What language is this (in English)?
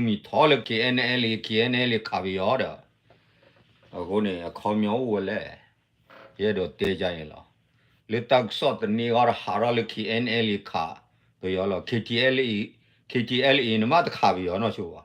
S'gaw Karen